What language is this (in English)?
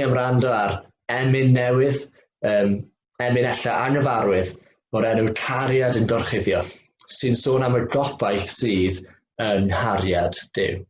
Welsh